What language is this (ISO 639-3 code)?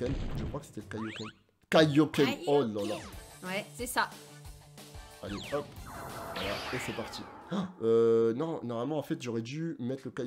fra